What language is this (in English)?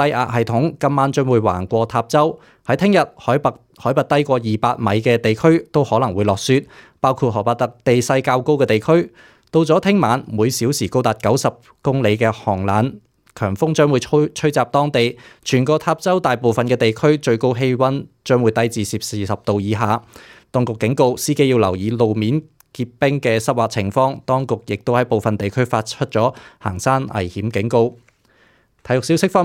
Cantonese